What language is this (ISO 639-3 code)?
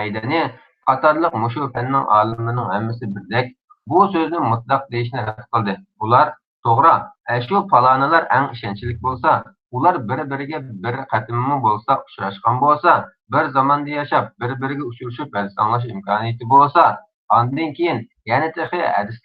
uig